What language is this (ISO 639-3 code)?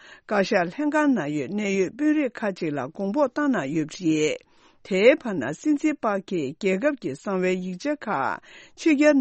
bod